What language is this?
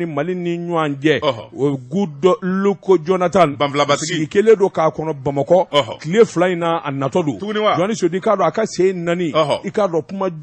Bambara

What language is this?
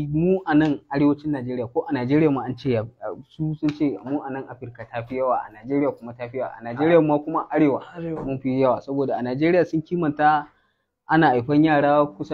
Hausa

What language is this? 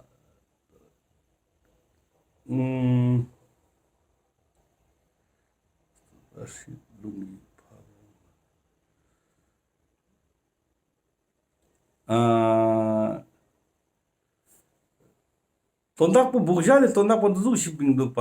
Ladakhi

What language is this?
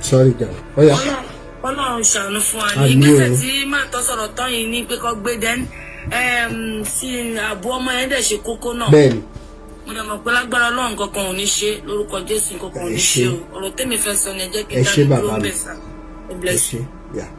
Yoruba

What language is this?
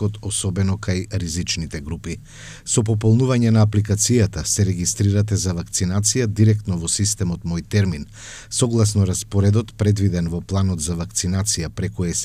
Macedonian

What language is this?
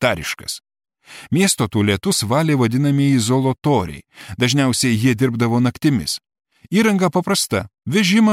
Lithuanian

